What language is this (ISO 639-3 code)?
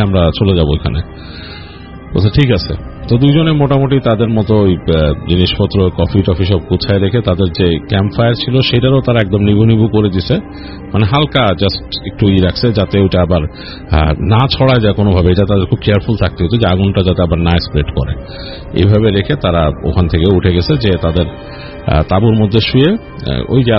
ben